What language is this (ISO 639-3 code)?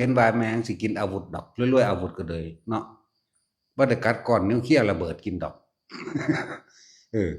lao